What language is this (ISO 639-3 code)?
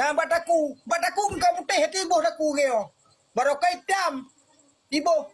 ace